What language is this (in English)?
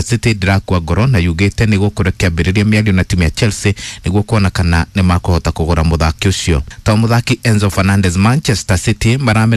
Kikuyu